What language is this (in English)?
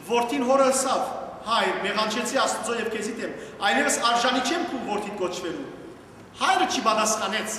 Western Armenian